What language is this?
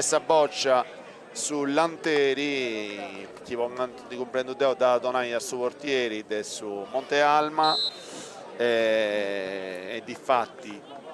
Sardinian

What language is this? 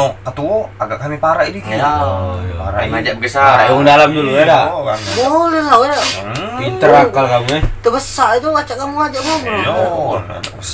Musi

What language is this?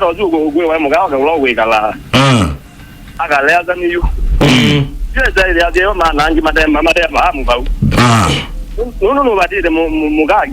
Kamba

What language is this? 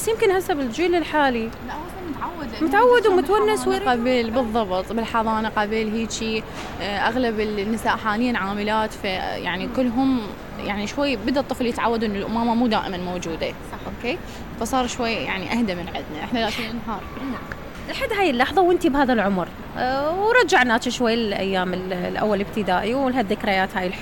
Mesopotamian Arabic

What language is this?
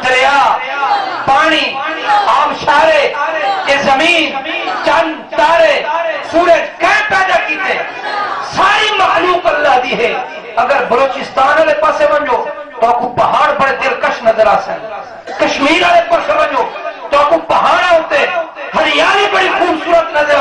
Saraiki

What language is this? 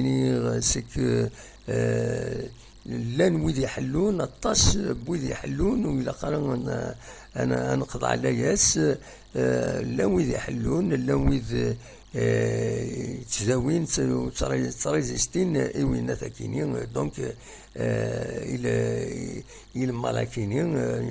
Kabyle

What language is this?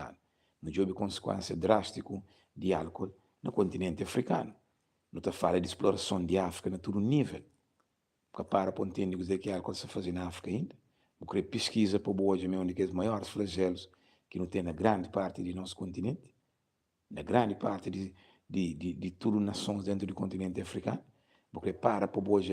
Kabuverdianu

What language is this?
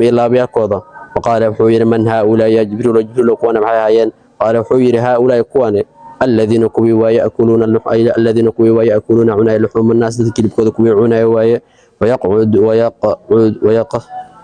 Somali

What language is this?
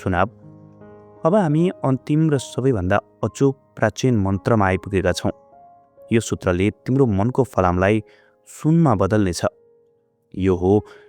Nepali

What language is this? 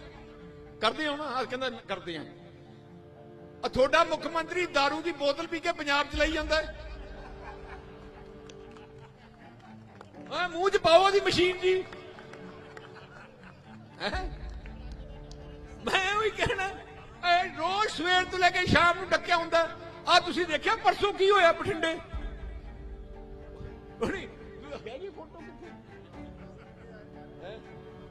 Punjabi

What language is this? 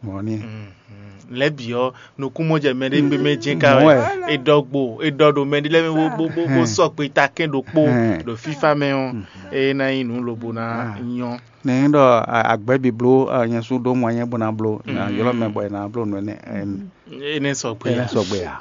Fon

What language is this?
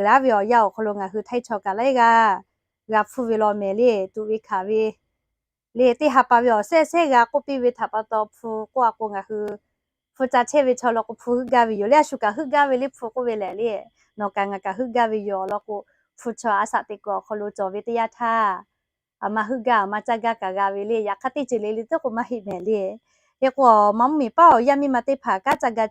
Lahu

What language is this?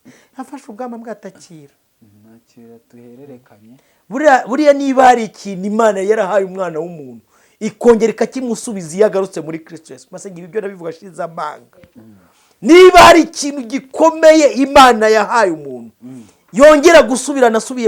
Kinyarwanda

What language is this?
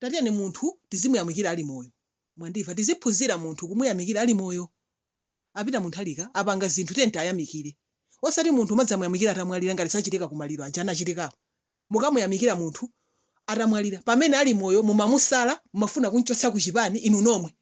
Nyanja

